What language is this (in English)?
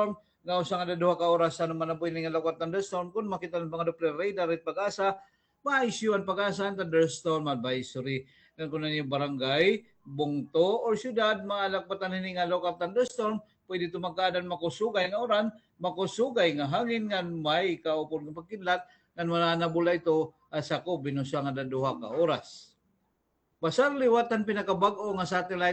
Waray